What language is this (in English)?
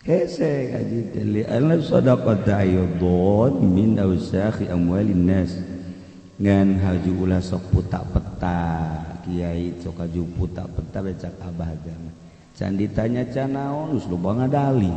Sundanese